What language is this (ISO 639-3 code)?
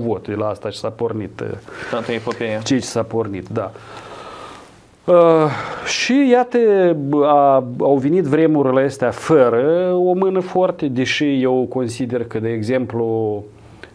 ron